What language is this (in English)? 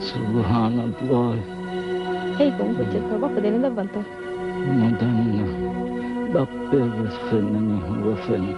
Divehi